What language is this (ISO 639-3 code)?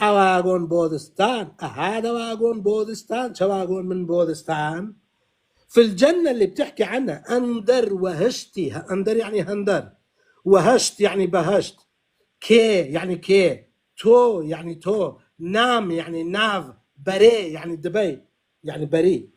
apc